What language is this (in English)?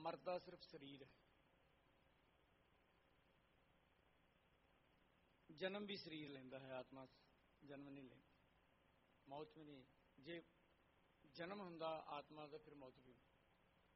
Punjabi